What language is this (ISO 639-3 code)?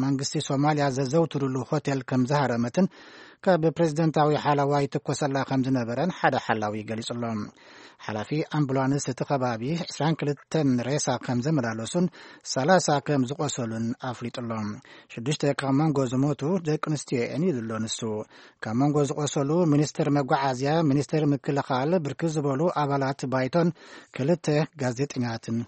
tir